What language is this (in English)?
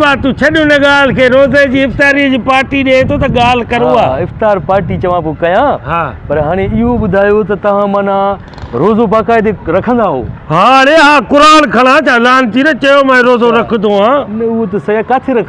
Sindhi